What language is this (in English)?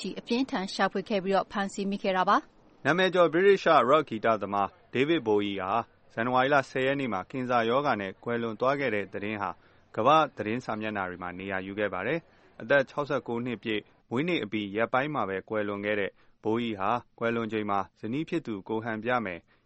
Burmese